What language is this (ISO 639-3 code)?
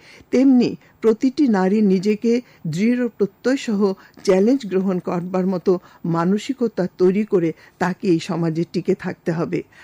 ben